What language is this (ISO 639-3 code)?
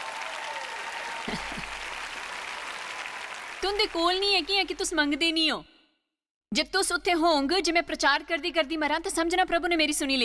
doi